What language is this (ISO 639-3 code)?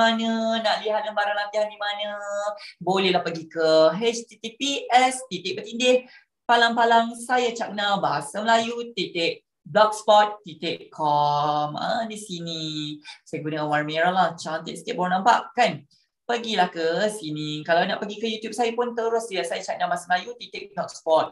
msa